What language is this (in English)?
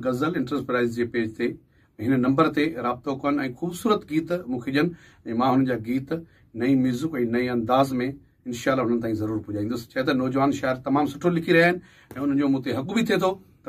Sindhi